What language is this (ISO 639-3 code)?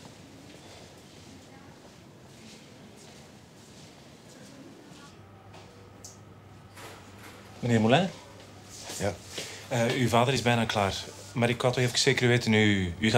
nld